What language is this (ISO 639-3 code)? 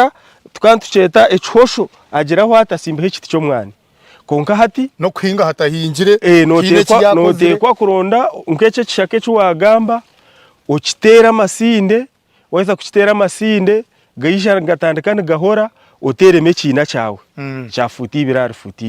nyn